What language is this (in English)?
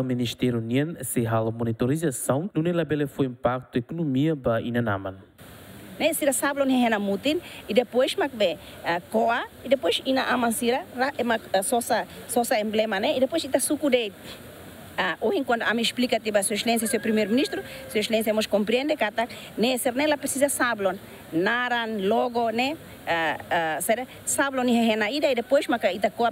Tetum